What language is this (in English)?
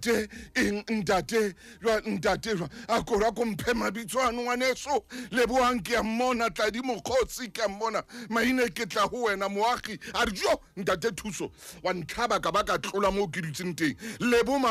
Southern Sotho